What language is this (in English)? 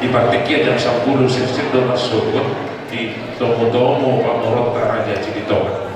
Batak Toba